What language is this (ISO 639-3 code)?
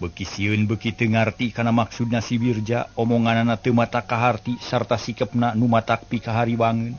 sun